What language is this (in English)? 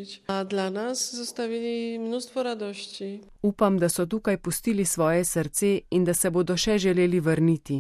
Slovenian